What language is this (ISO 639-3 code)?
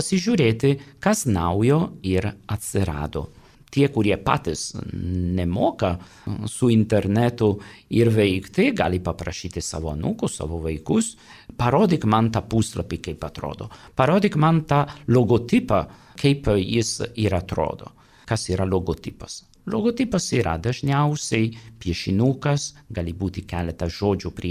lit